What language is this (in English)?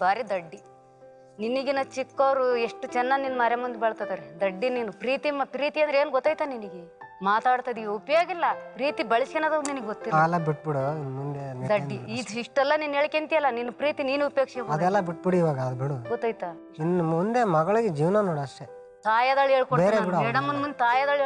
Kannada